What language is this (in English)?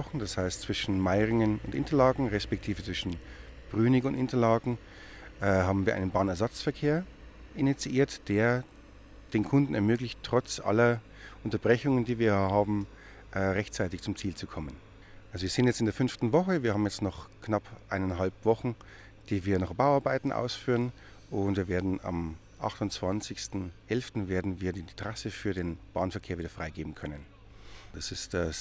Swiss German